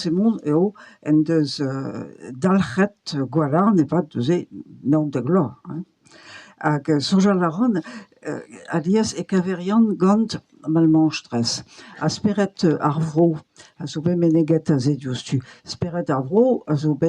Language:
Breton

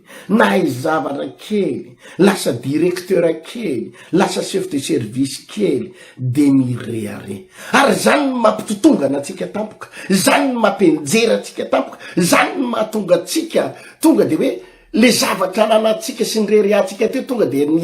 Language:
Malagasy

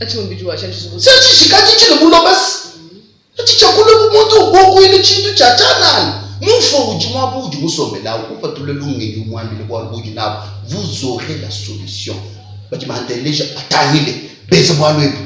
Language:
Luba-Lulua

